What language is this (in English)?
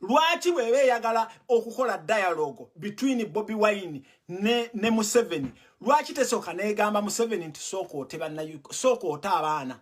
Ganda